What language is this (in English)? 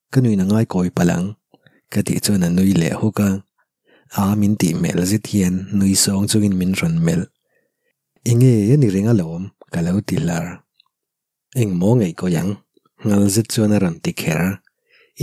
Mizo